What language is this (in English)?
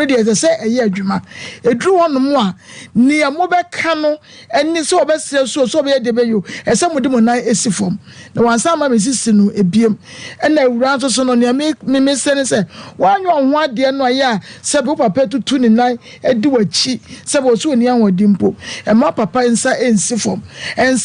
Akan